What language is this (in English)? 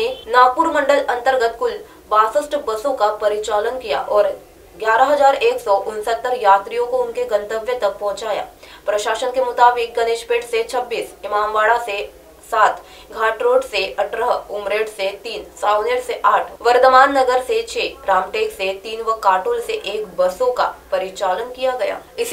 Hindi